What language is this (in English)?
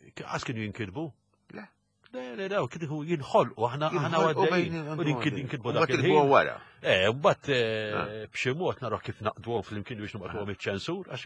Maltese